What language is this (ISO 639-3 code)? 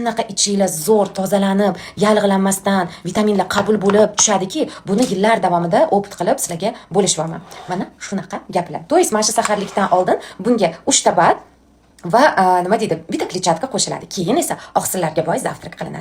uzb